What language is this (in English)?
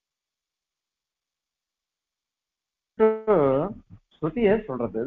Tamil